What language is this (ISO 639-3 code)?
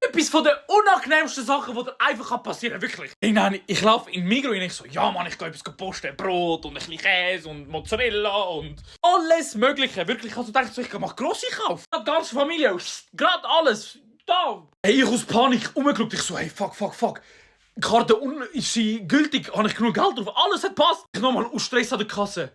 gsw